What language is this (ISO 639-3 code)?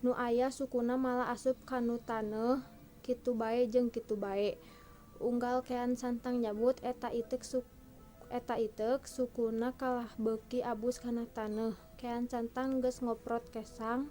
sun